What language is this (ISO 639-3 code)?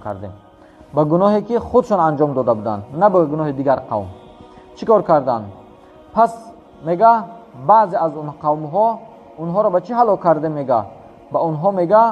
tgk